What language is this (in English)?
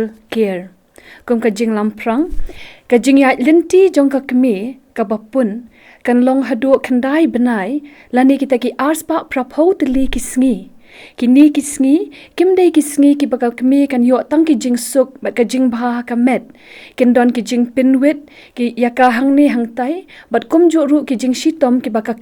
Khasi